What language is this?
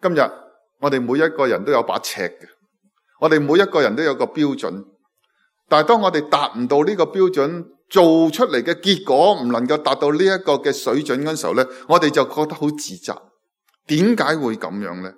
Cantonese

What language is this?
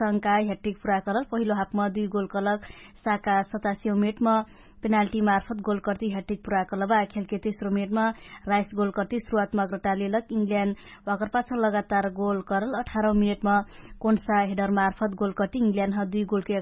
Dangaura Tharu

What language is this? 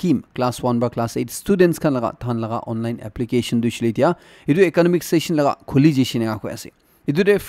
Naga Pidgin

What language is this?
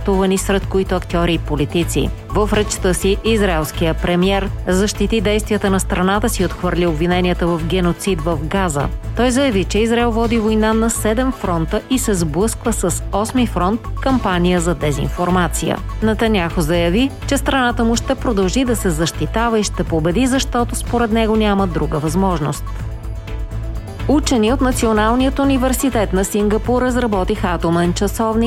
Bulgarian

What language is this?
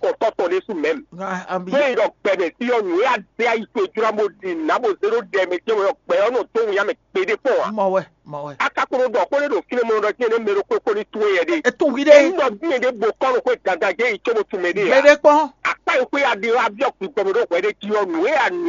Fon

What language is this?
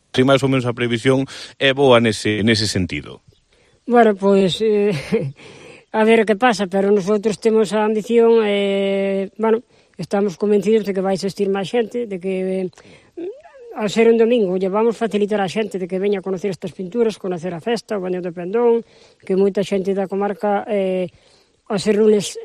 Galician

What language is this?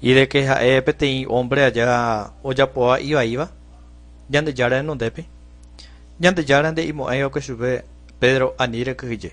Guarani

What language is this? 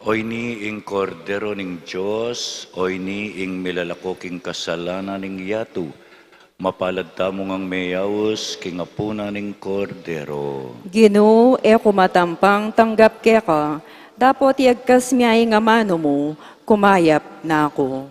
Pampanga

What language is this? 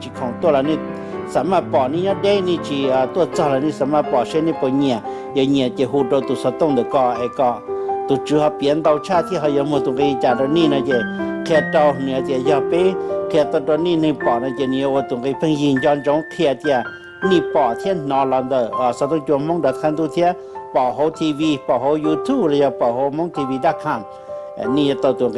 Hmong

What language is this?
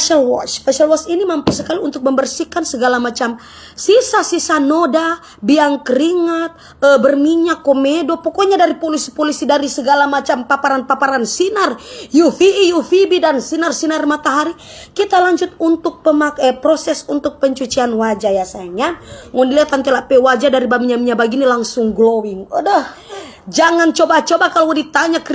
Manado Malay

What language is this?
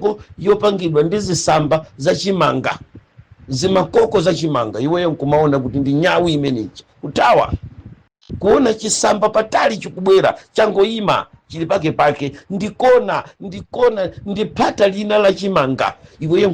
Nyanja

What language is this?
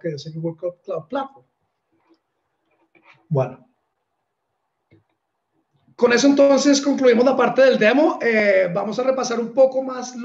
Spanish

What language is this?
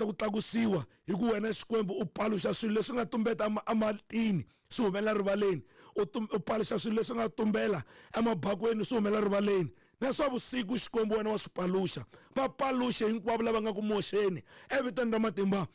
Tsonga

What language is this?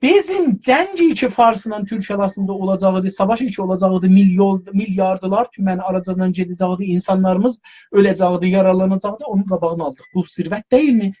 South Azerbaijani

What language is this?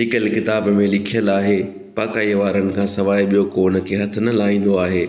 Sindhi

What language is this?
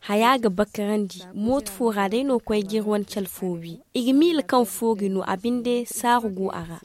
Zarma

